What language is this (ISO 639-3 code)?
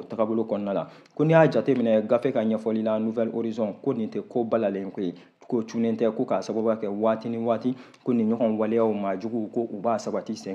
bam